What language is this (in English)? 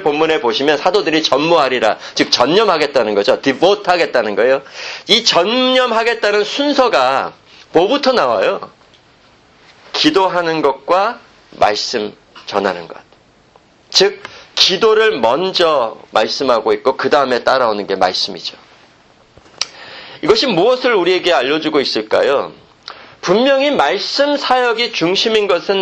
Korean